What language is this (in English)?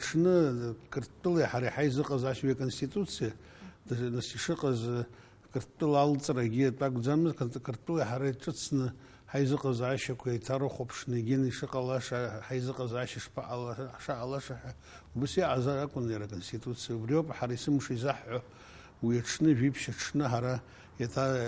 Abkhazian